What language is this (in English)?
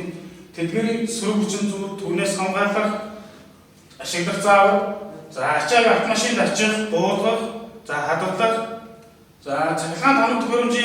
Mongolian